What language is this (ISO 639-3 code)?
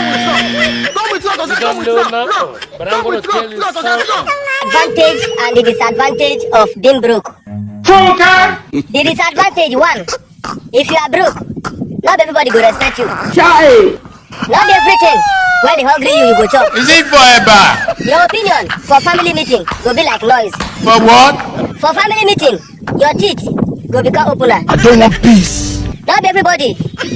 pcm